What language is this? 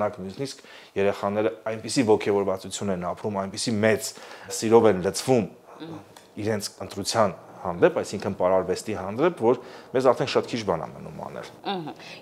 Armenian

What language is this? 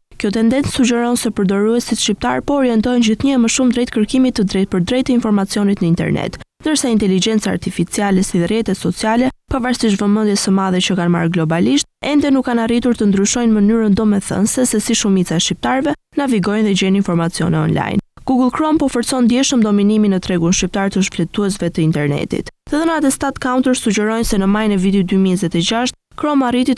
Albanian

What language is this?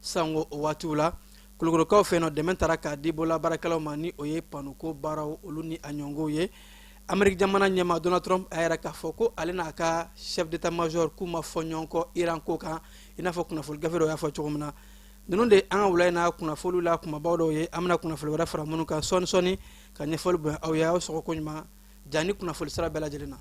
Bambara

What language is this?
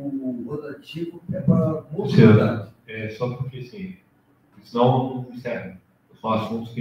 Portuguese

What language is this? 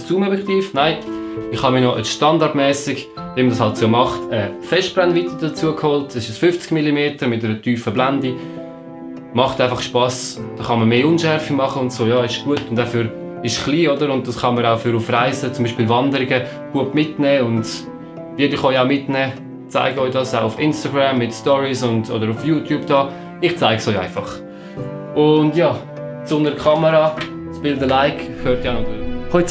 Swiss German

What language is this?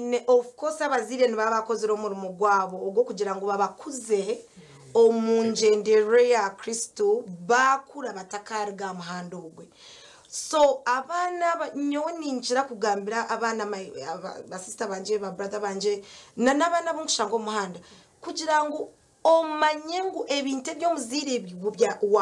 Nyankole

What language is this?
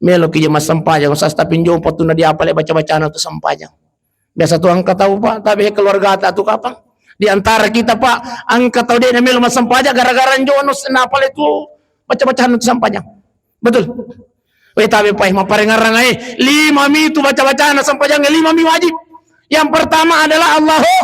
Buginese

